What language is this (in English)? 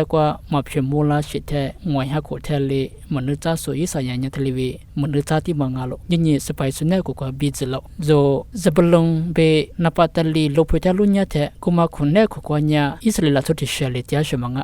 Lisu